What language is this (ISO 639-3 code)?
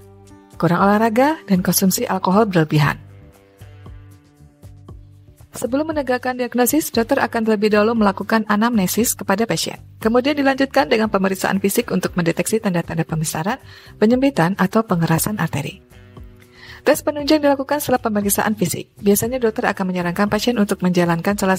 ind